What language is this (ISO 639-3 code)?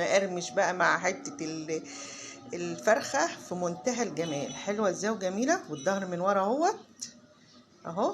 arz